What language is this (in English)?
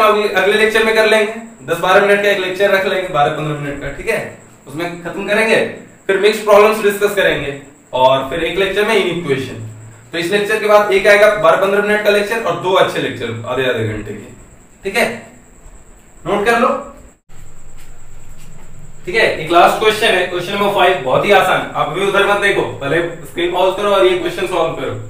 Hindi